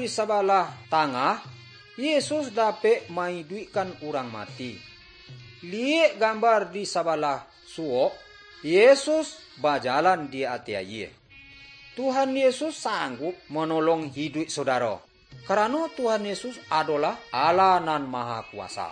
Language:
Minangkabau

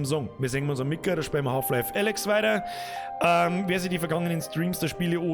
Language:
Bavarian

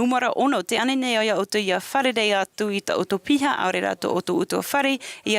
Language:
Tahitian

